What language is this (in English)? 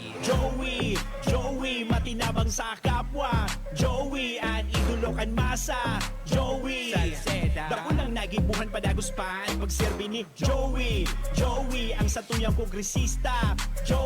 Bikol